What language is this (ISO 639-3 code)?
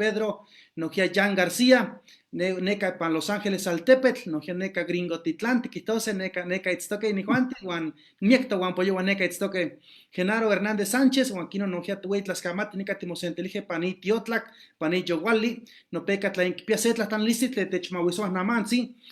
nhe